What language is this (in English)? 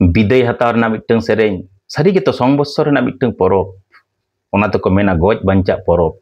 Santali